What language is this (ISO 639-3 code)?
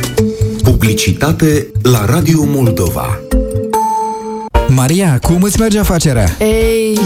ron